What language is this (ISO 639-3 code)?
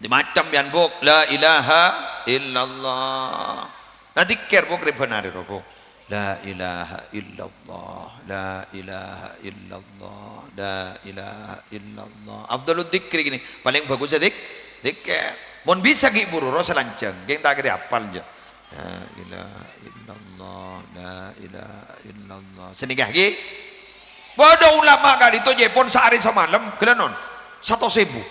mad